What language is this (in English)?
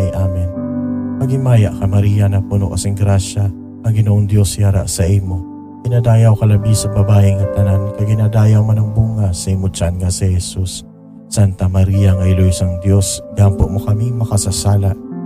Hiligaynon